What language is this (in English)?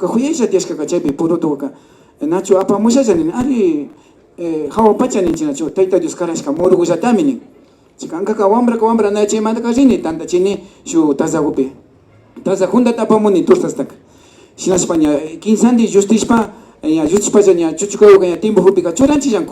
Imbabura Highland Quichua